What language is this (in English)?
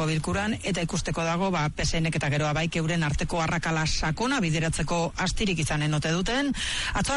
Basque